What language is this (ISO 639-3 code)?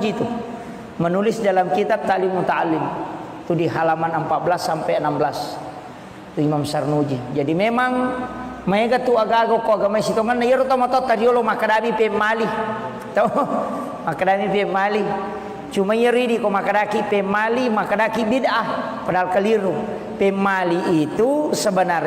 bug